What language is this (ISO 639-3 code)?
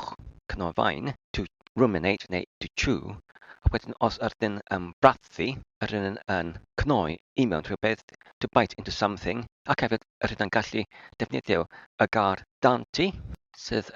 cym